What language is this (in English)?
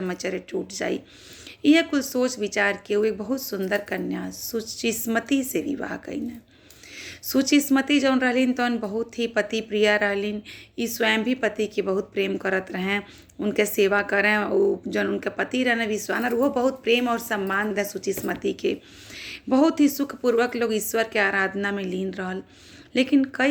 Bhojpuri